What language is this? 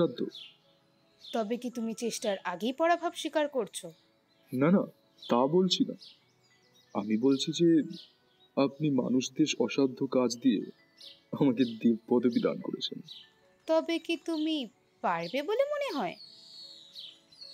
Bangla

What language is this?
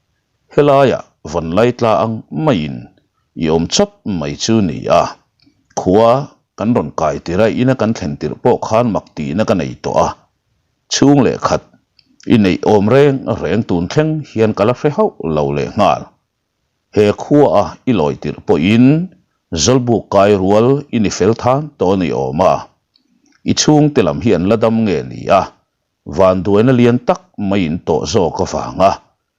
Mizo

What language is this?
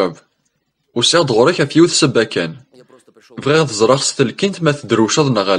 Kabyle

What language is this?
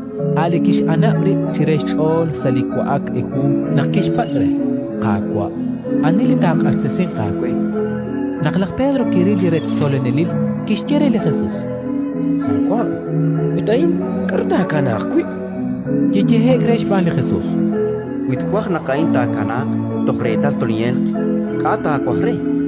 Kekchí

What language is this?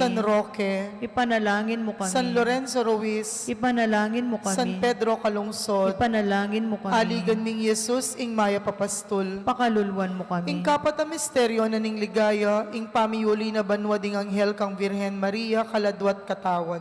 Pampanga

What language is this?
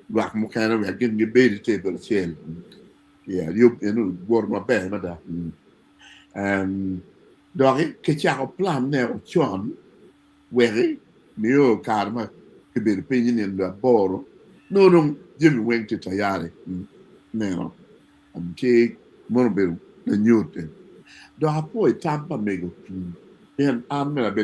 Acoli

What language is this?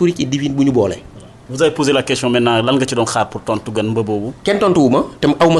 Wolof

